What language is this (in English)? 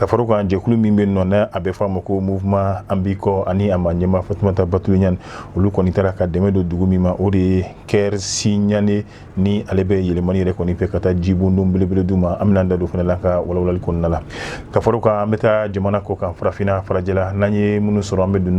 Bambara